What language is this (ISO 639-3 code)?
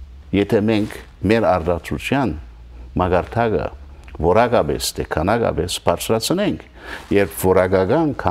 hyw